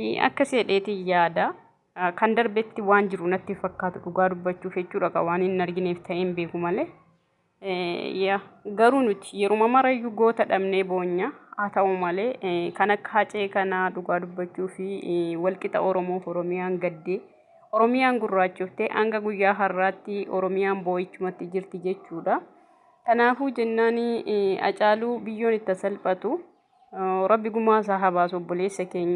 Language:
Oromo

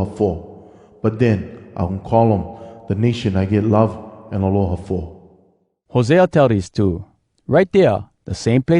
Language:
Hawai'i Creole English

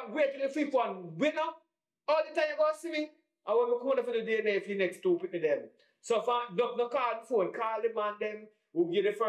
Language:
Jamaican Creole English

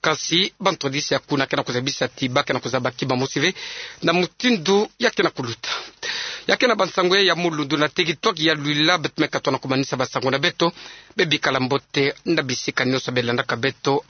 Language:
Kituba (Democratic Republic of Congo)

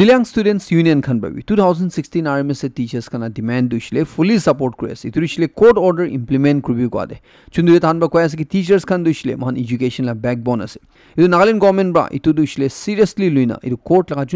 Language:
Naga Pidgin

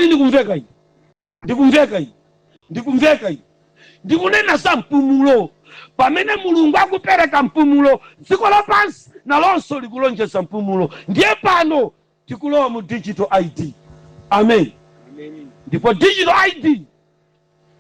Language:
Nyanja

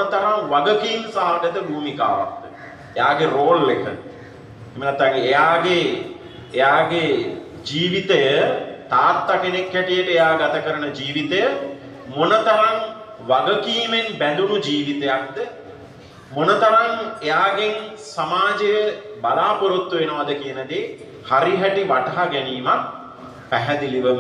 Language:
Sinhala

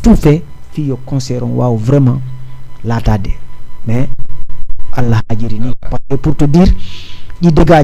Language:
Fula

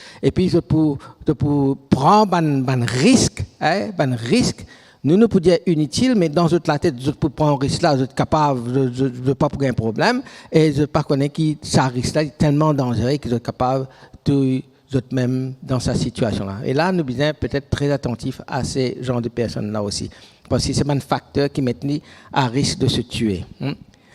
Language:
Morisyen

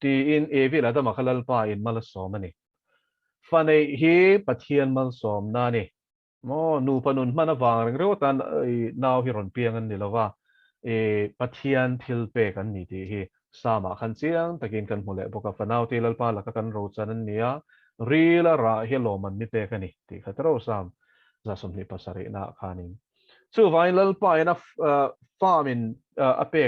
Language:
Mizo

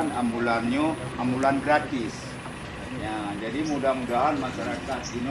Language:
Achinese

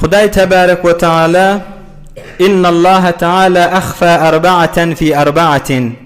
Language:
Turkmen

